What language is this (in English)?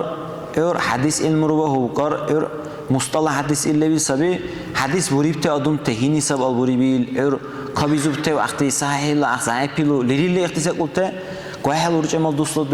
Dargwa